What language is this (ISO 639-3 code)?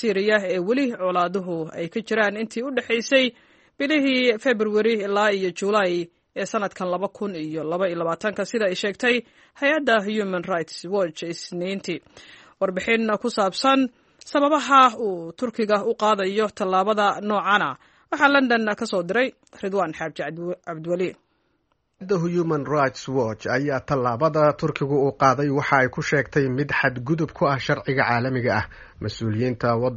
som